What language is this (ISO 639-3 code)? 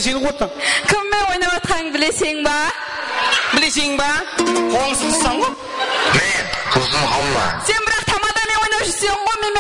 kaa